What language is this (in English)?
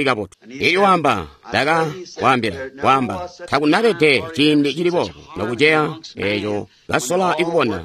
Tonga (Zambia)